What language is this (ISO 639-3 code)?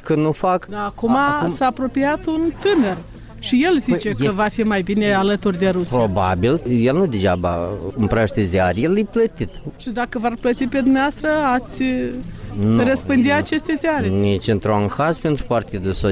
ron